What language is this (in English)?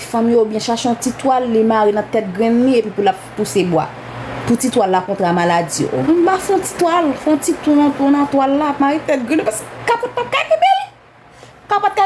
Haitian Creole